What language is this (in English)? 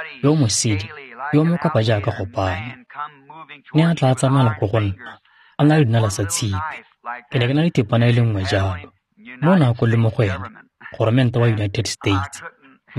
Tswana